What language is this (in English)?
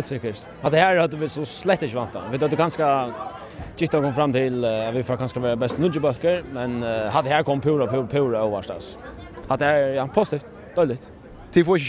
Faroese